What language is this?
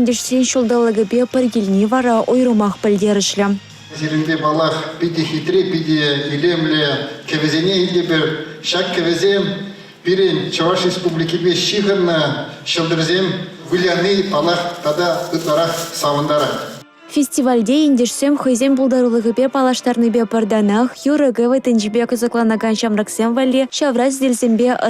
Chuvash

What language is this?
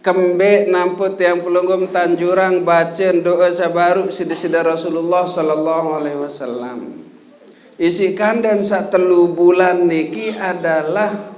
Sasak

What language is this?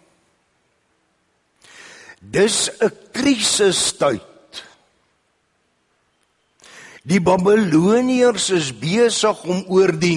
Afrikaans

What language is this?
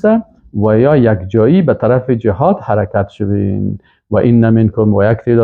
Persian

